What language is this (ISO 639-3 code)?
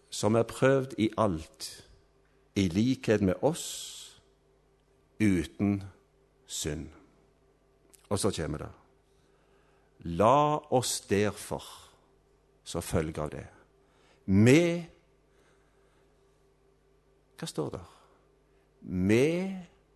nor